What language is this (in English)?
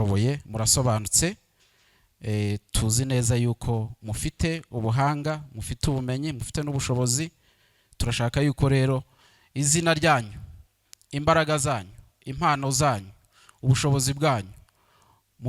Kinyarwanda